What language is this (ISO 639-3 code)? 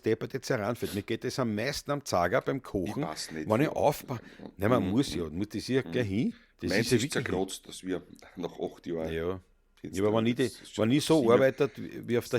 bar